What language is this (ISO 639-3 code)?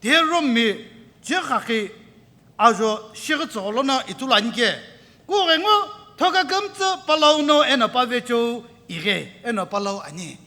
nsm